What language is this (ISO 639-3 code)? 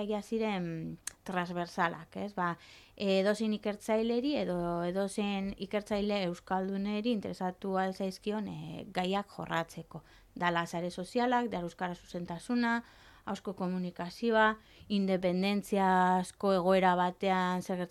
eus